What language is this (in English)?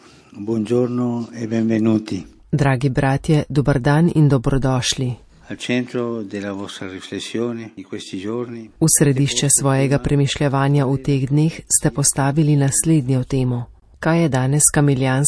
Slovenian